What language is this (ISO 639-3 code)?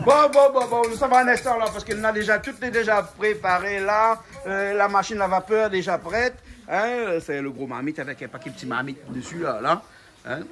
rcf